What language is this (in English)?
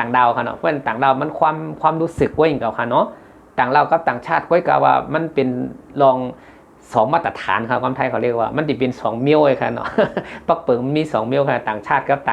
Shan